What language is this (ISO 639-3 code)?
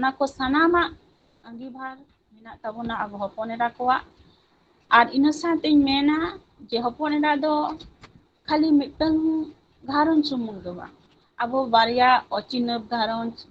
sat